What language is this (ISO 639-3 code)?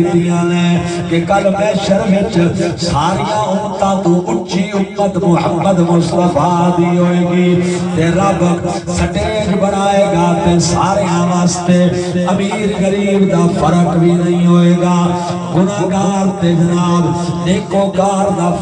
skr